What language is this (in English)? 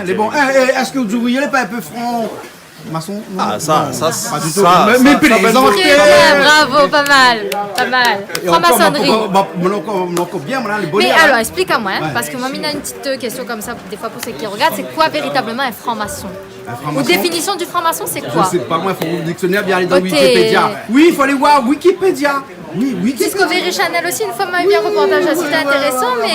Réunion Creole French